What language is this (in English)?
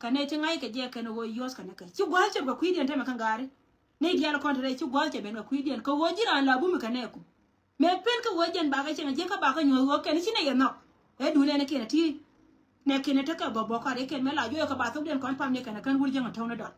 Nuer